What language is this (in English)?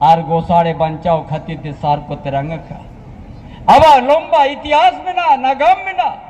Santali